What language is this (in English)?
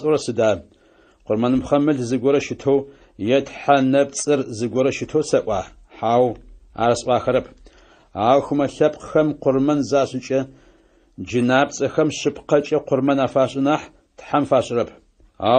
Adyghe